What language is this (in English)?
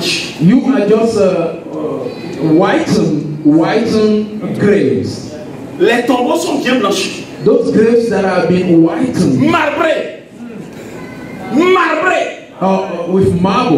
French